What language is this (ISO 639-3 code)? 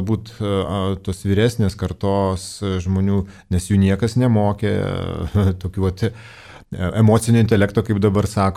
lit